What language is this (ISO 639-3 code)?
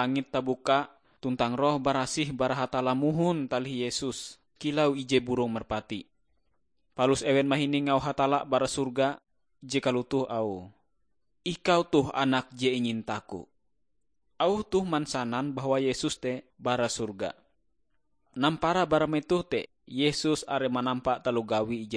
nij